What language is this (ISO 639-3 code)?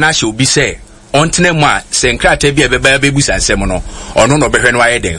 aka